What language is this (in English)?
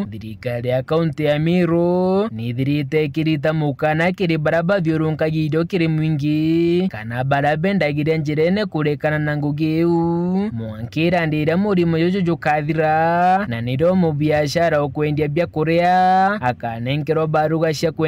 Meru